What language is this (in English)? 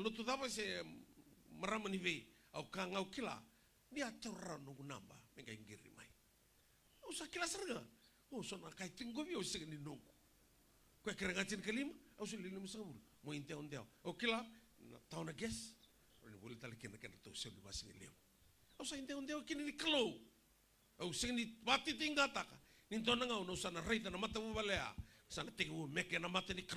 Fijian